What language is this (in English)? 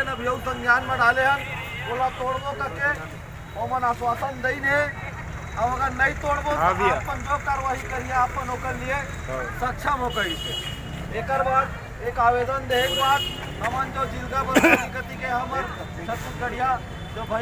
Chhattisgarhi